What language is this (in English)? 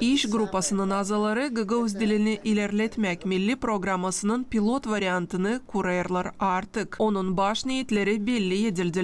Gagauz